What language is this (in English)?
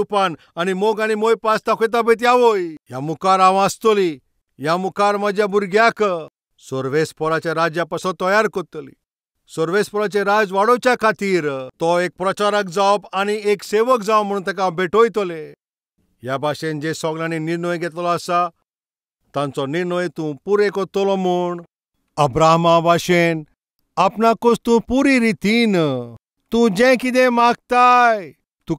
Konkani